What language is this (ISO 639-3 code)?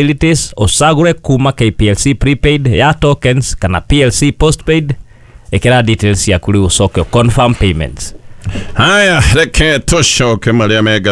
kik